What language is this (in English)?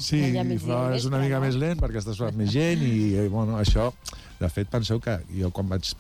Catalan